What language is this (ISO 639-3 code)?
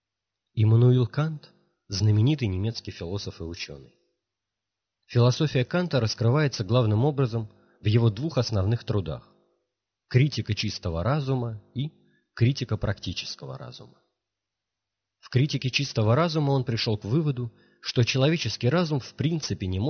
rus